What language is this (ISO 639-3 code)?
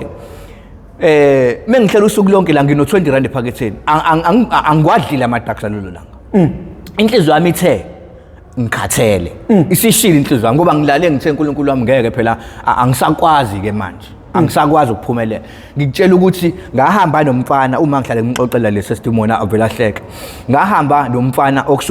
zul